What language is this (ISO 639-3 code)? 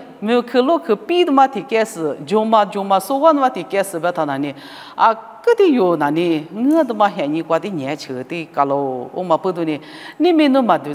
lis